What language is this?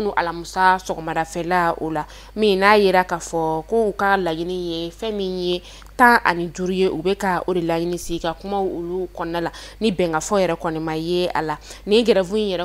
Bambara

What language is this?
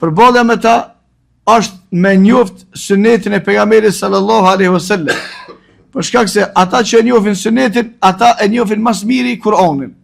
Albanian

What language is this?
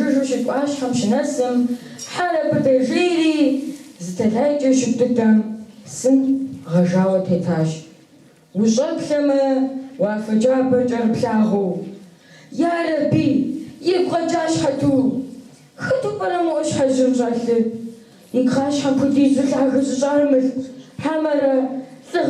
Kabardian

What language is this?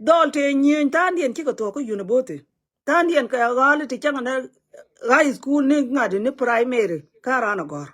Nuer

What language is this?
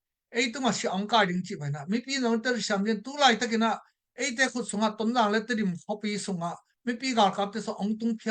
Tedim Chin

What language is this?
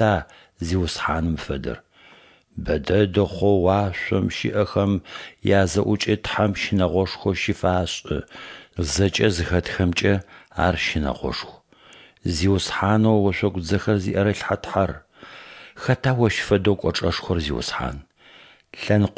Adyghe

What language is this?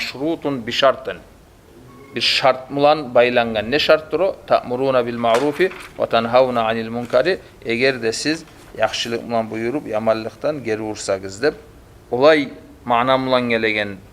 Kumyk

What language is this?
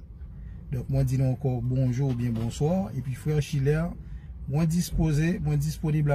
Haitian Creole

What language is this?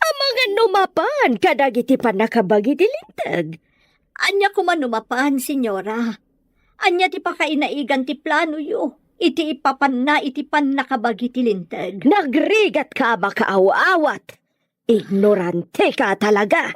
Iloko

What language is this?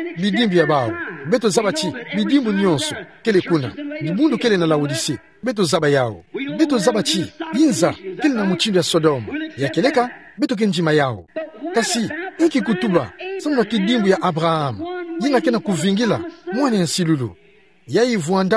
Kituba (Democratic Republic of Congo)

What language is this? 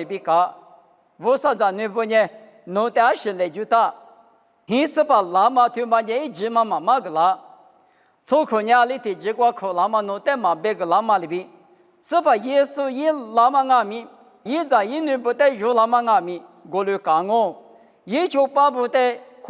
Lisu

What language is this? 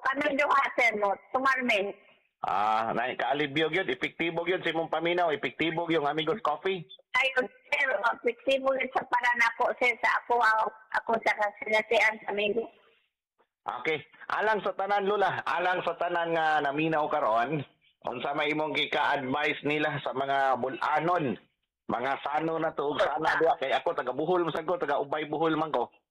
Cebuano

